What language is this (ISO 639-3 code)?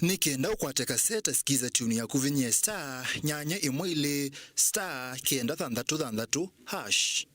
kam